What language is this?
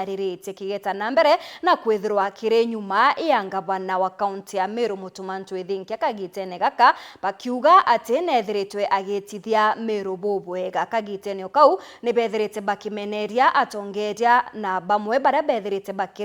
Meru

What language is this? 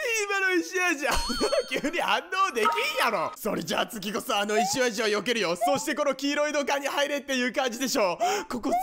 Japanese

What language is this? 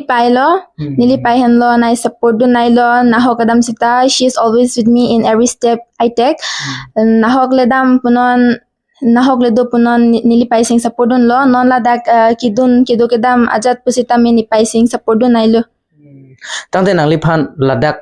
Karbi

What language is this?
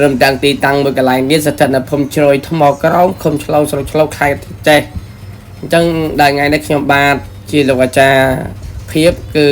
Khmer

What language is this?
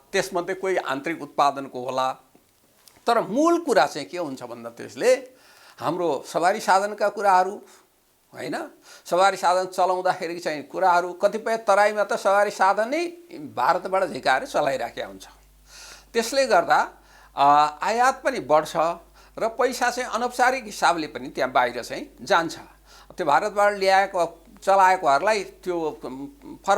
Nepali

